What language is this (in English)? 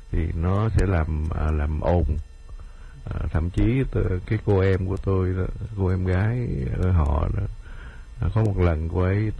Vietnamese